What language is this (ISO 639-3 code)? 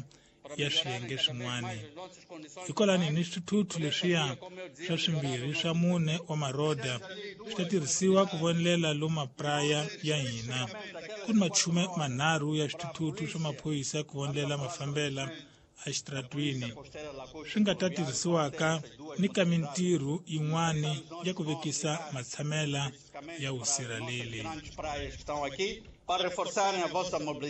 tso